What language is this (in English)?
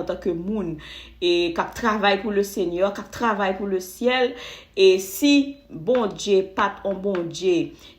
Haitian Creole